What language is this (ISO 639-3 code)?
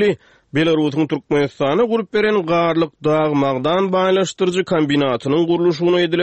tuk